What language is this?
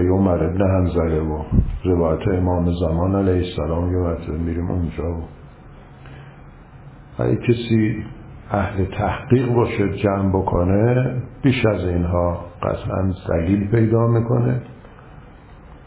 Persian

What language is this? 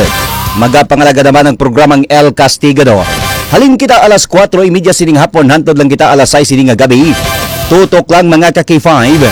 Hiligaynon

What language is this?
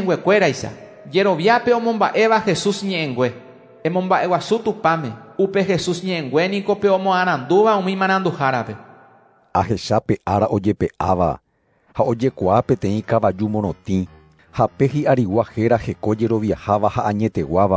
Guarani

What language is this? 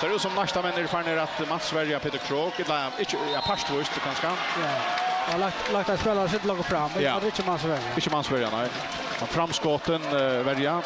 Faroese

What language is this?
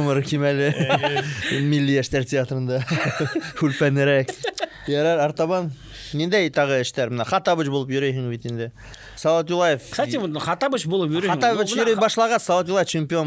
Bashkir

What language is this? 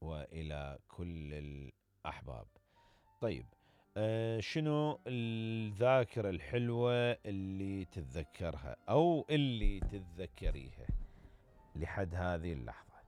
Mesopotamian Arabic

